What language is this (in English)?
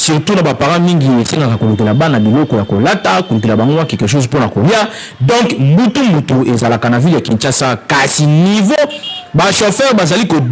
Lingala